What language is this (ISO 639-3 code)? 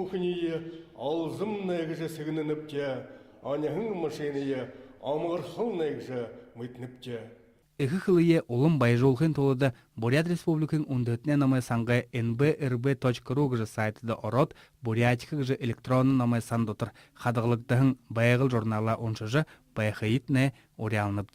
bua